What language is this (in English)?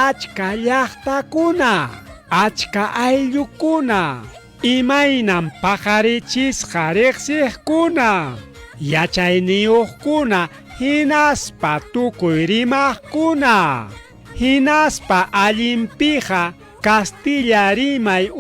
Ayacucho Quechua